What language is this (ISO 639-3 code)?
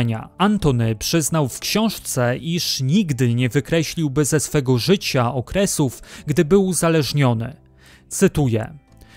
pol